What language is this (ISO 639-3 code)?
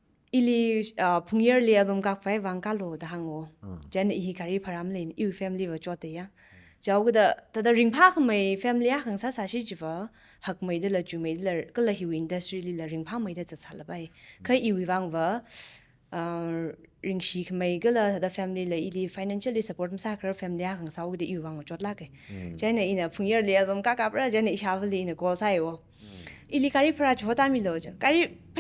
nmf